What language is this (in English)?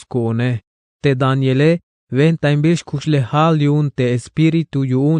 Tzeltal